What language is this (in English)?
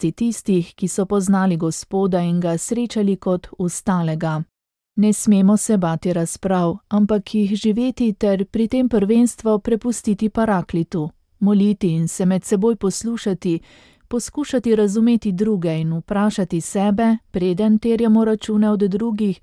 Slovenian